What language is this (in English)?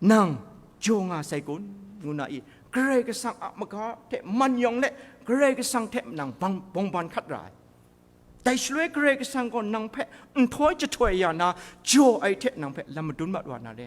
Kachin